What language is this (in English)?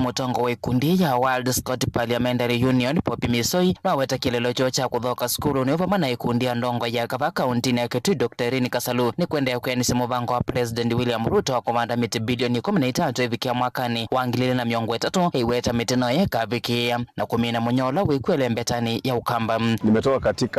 Kamba